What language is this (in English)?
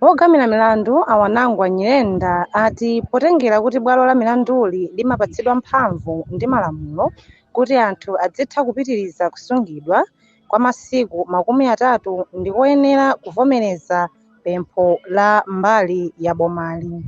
Nyanja